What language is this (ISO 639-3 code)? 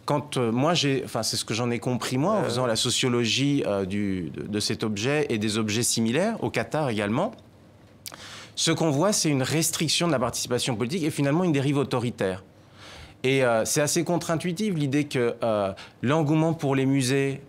fra